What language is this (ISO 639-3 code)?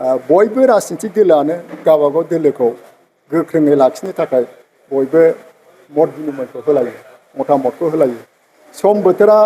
brx